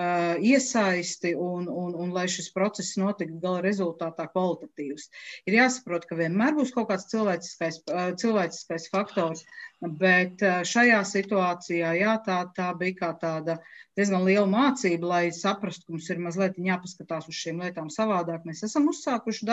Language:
Latvian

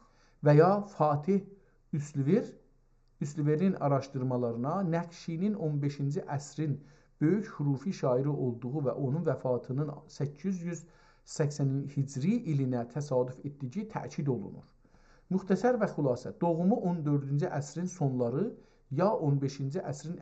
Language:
South Azerbaijani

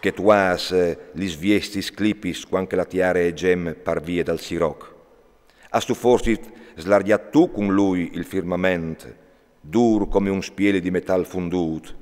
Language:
Friulian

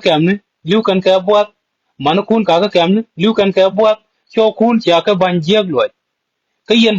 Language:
Nuer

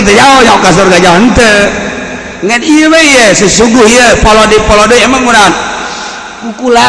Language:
Sundanese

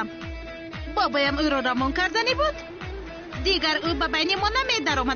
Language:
Tajik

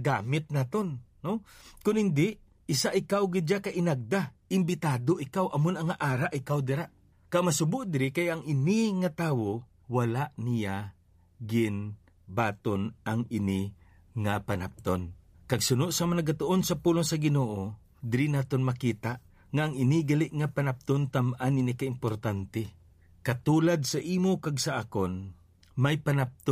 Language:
Hiligaynon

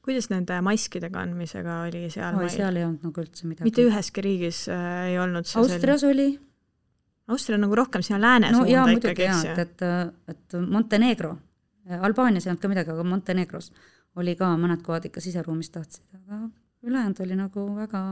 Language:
Estonian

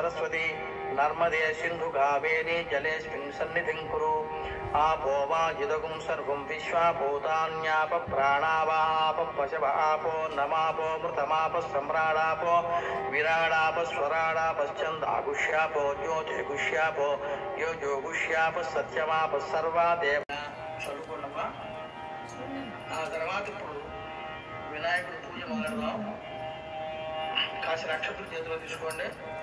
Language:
Telugu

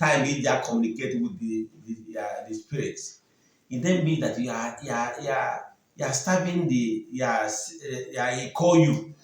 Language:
Igbo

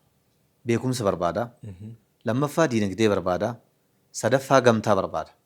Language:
Oromo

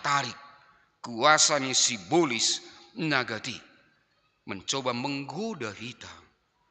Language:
Batak Simalungun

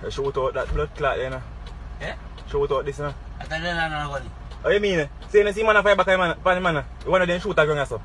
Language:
Jamaican Creole English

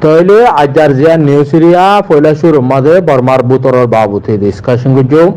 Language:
Rohingya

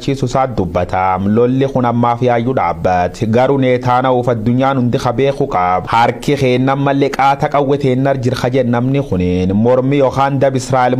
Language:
Oromo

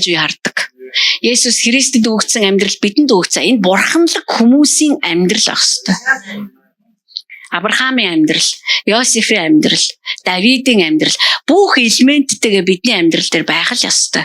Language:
Mongolian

